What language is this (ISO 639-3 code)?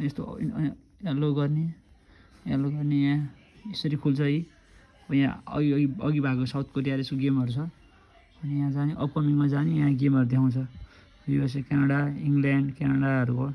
nep